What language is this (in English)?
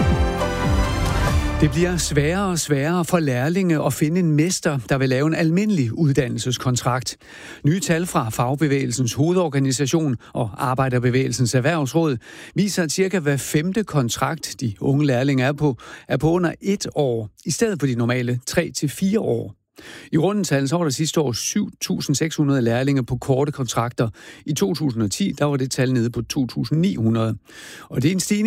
Danish